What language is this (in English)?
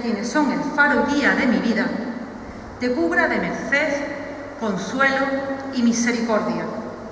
Spanish